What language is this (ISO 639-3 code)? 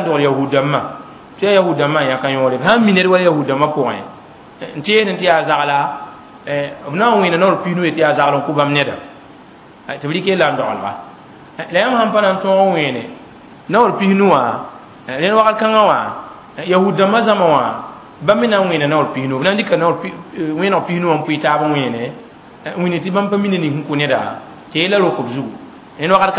mos